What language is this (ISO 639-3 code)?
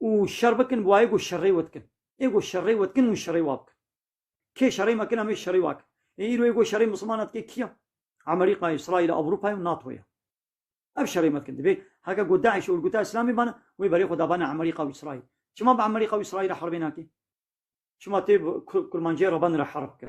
kur